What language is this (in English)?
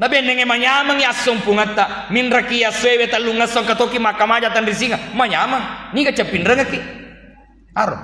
Buginese